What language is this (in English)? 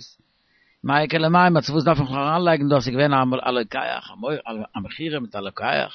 Yiddish